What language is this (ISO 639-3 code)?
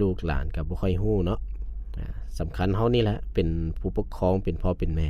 lao